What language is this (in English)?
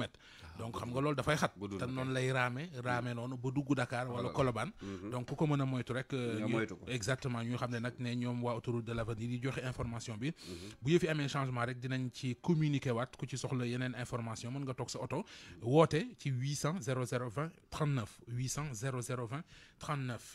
Wolof